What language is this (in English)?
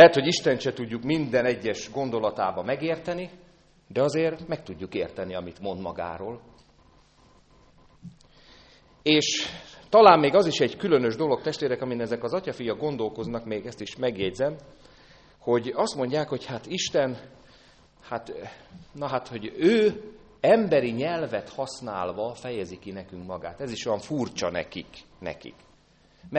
Hungarian